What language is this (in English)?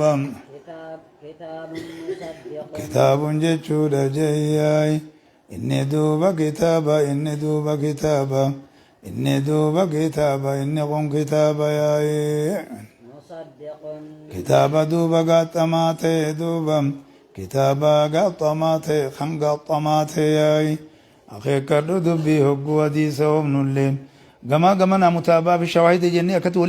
Oromo